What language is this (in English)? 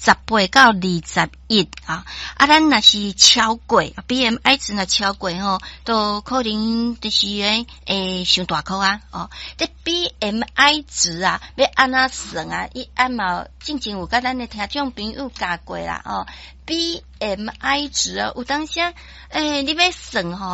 Min Nan Chinese